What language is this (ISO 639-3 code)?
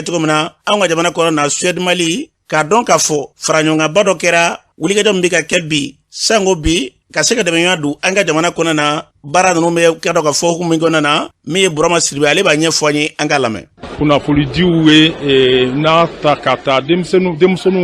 bam